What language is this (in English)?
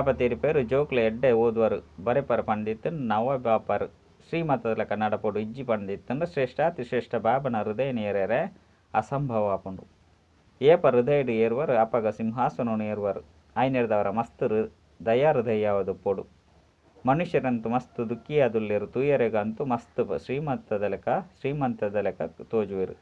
Tulu